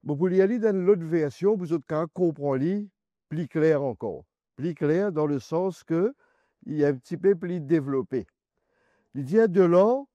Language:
Morisyen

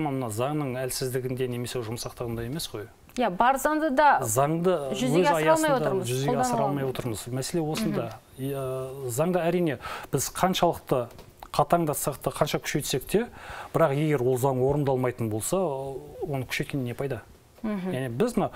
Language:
Kazakh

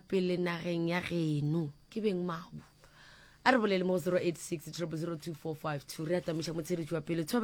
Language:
Northern Sotho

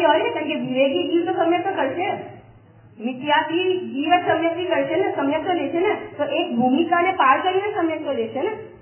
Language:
Gujarati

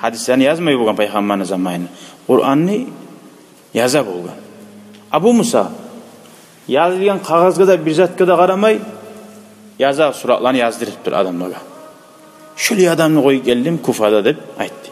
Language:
Kumyk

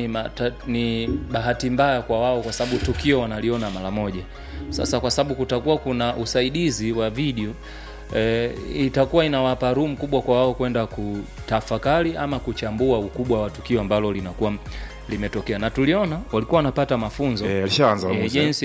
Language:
Swahili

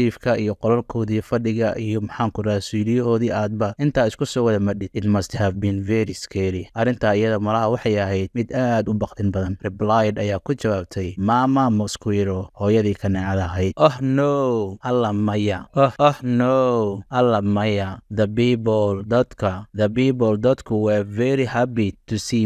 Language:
Somali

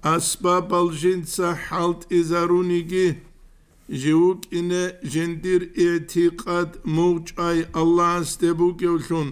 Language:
Avaric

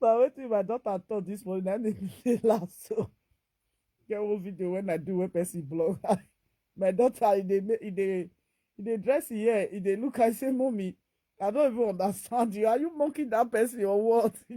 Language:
Nigerian Pidgin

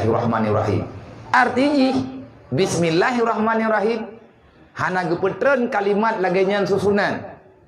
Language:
Achinese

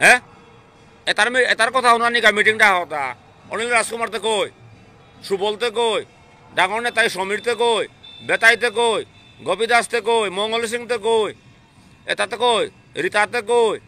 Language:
Bishnupriya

